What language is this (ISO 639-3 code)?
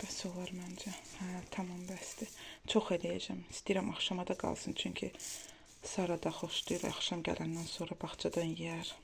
aze